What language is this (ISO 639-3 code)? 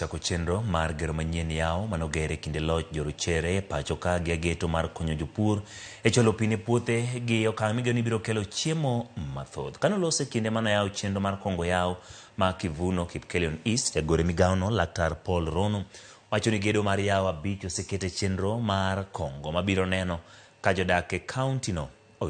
luo